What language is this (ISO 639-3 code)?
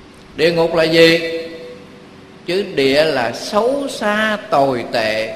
vie